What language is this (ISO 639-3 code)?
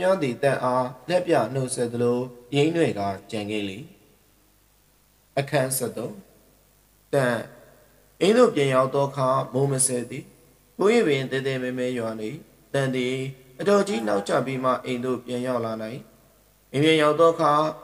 mya